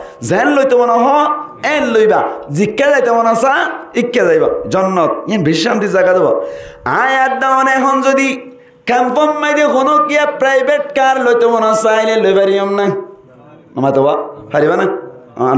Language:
Rohingya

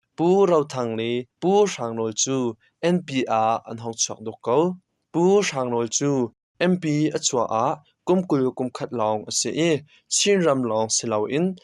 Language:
Hakha Chin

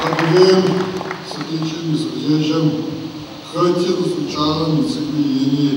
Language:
Adyghe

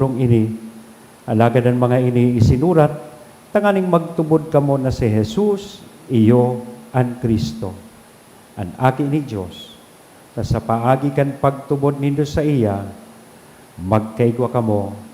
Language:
Bikol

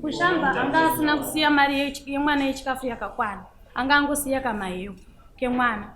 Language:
Shona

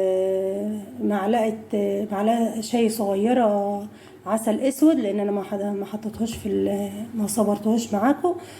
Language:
Egyptian Arabic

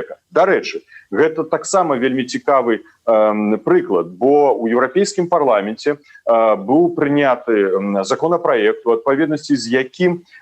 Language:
Belarusian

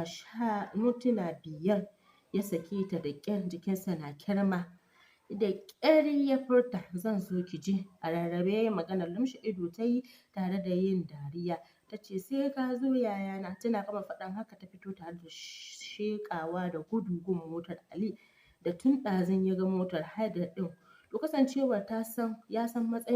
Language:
Hausa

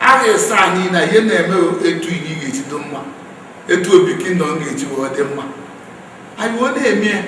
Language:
Igbo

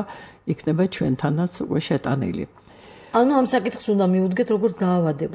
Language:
Georgian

